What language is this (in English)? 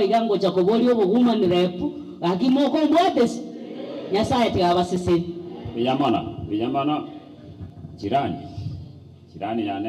Gusii